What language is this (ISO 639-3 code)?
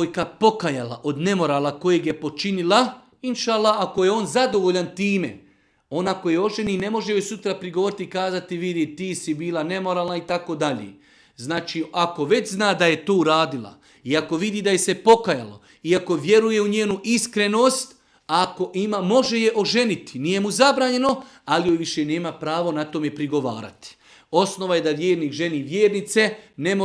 bos